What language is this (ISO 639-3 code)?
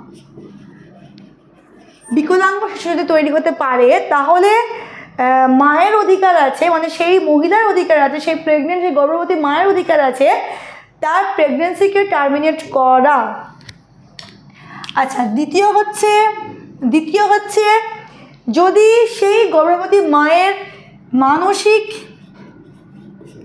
ben